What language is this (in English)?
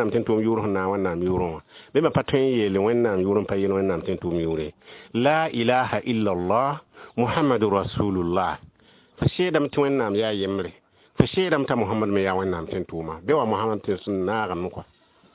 Mossi